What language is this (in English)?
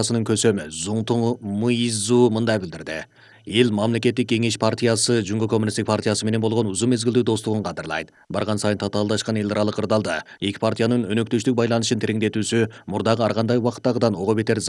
Kyrgyz